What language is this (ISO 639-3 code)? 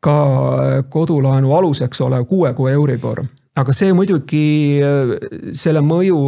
est